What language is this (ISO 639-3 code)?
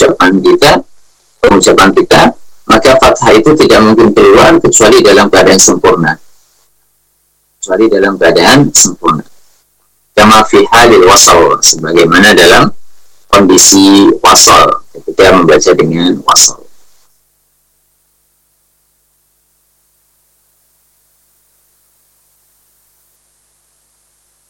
ind